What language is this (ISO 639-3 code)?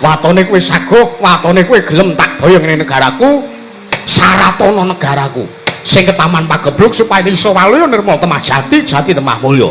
jav